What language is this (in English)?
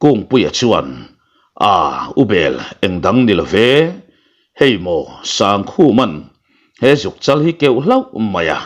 Mizo